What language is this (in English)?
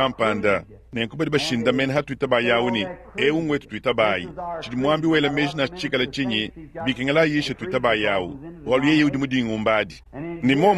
Luba-Lulua